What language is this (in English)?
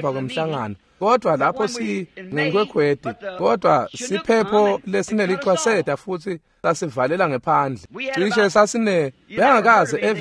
Swati